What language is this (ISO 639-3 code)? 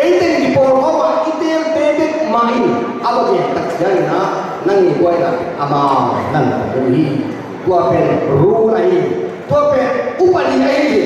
ctd